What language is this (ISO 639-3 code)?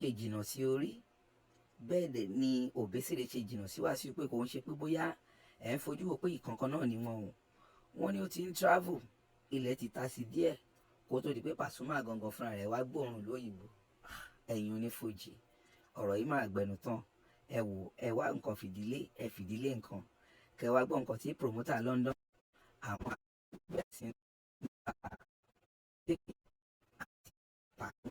yor